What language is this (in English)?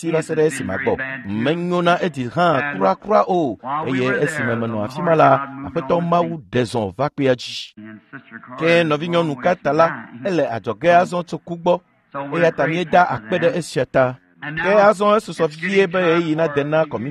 Ewe